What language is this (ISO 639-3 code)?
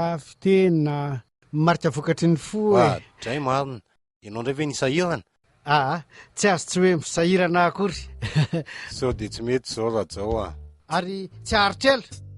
mlg